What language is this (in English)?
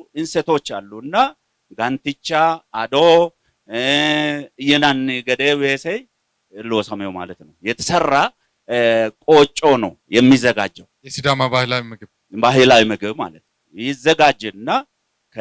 Sidamo